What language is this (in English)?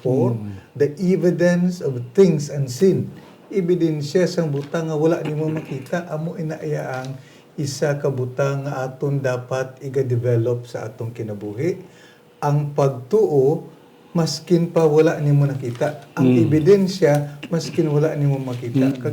Hiligaynon